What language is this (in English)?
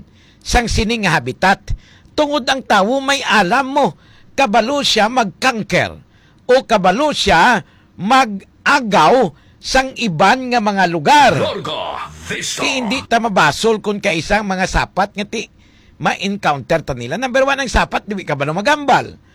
Hiligaynon